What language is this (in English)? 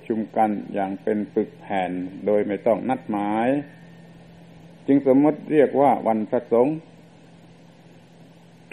Thai